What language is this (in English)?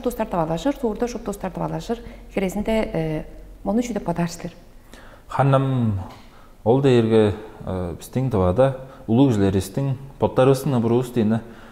Tuvinian